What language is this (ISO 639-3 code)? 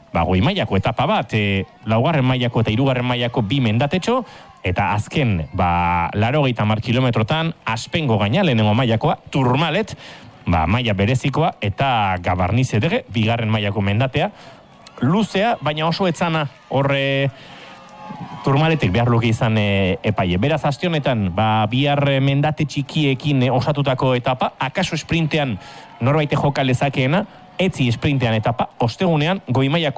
eus